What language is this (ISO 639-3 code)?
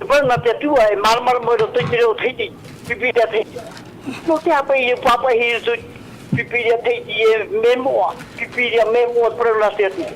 tah